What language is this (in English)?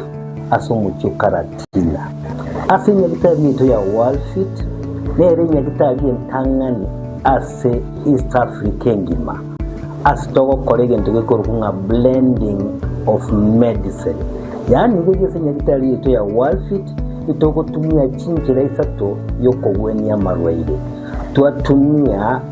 Gusii